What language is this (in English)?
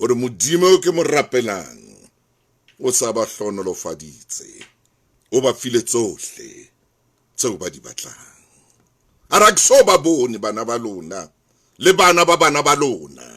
Southern Sotho